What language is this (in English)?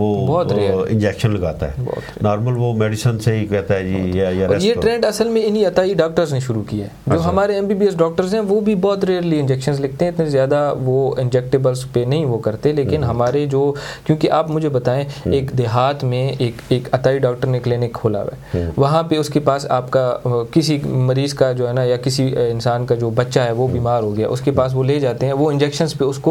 Urdu